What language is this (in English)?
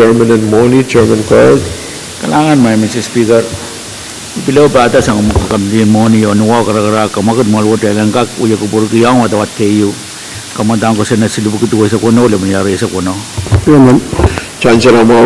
Pohnpeian